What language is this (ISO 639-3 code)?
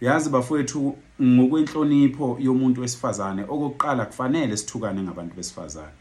zul